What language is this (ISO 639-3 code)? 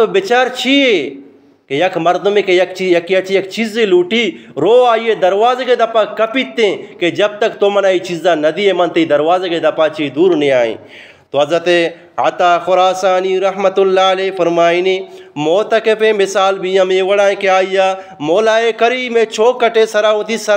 bgp